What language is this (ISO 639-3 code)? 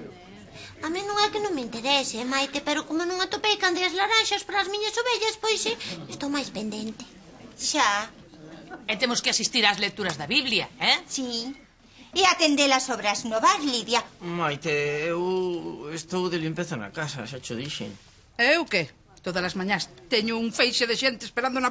glg